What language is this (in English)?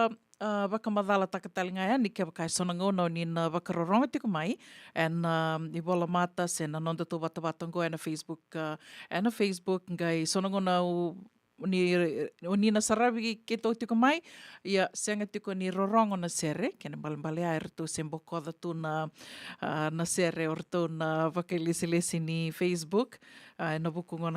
Fijian